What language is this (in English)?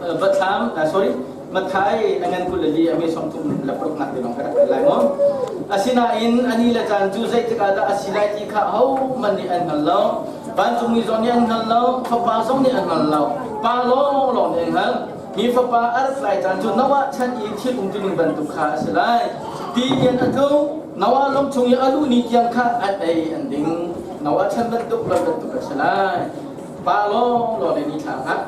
Hakha Chin